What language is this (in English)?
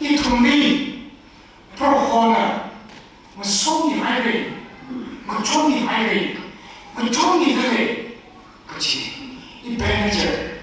Tangkhul Naga (India)